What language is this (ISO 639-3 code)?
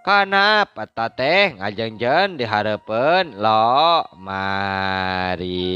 sun